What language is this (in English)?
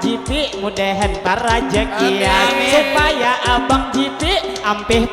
Banjar